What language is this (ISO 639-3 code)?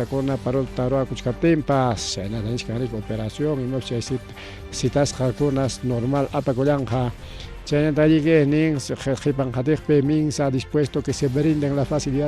quy